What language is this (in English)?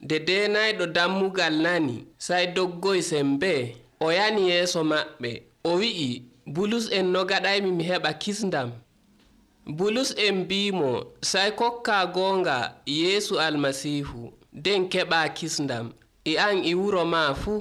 Nigerian Fulfulde